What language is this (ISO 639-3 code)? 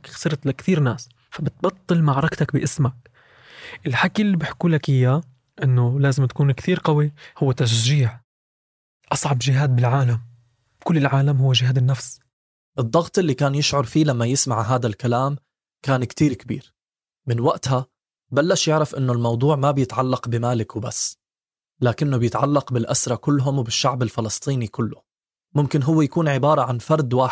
apc